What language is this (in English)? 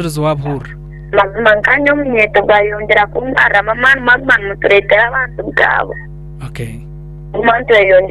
Nyankole